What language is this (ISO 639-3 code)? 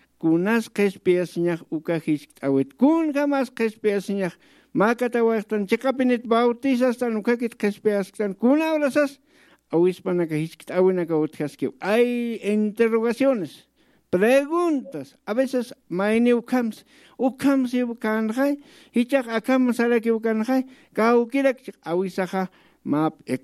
aym